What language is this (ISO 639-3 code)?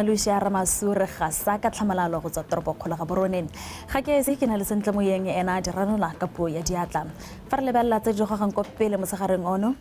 tsn